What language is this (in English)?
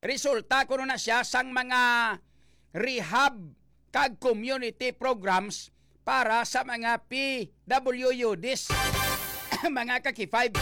Hiligaynon